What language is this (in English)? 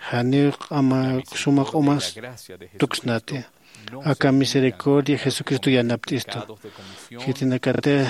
Aymara